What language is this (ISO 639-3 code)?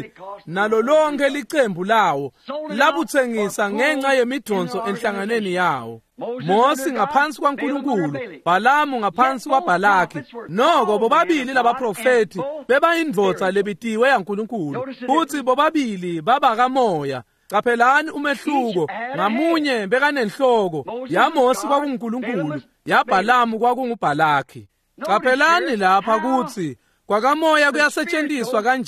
ssw